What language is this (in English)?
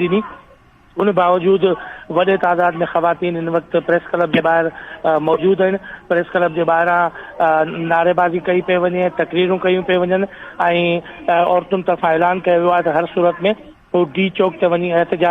Sindhi